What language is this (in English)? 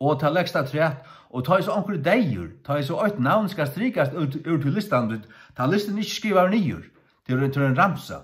Faroese